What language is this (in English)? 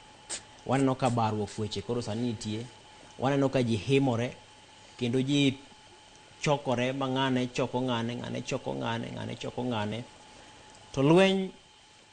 Luo (Kenya and Tanzania)